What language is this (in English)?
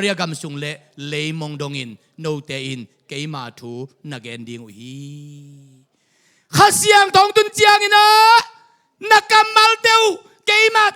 Tedim Chin